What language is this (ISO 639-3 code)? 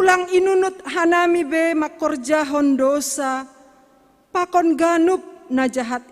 bts